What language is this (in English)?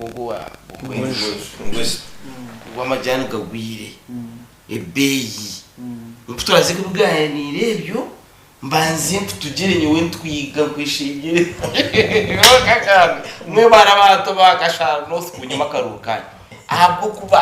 Nyankole